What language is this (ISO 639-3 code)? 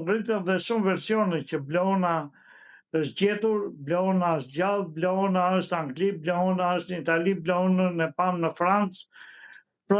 sqi